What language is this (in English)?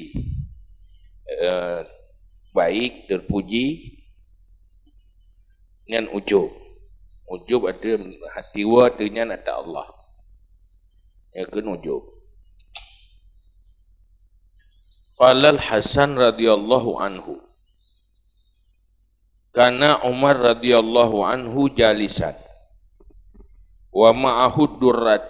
Achinese